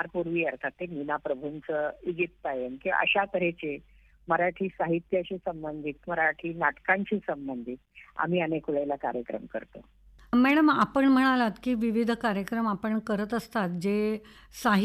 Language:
Marathi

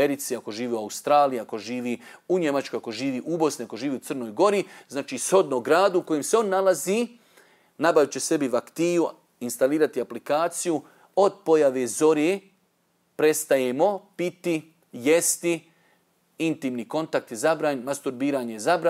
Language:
Bosnian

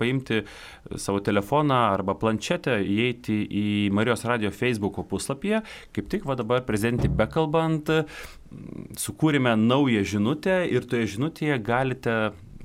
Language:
Lithuanian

